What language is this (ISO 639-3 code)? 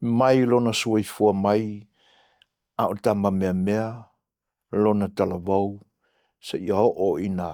smo